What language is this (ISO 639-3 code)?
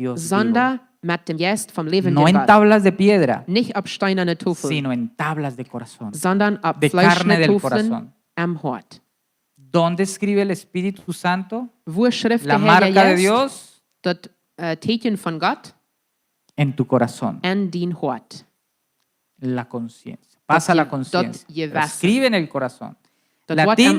pdt